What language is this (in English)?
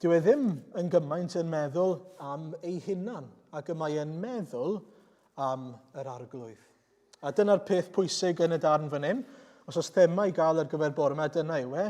Welsh